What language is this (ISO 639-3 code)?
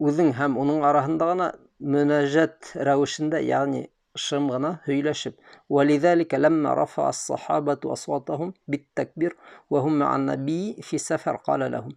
bak